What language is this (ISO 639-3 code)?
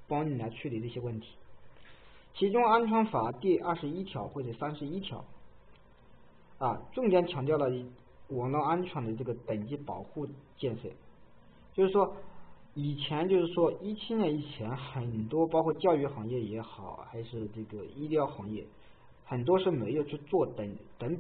zho